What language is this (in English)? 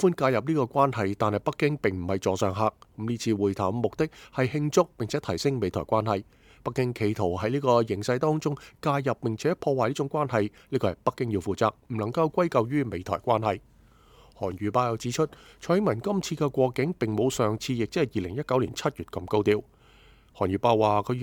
Cantonese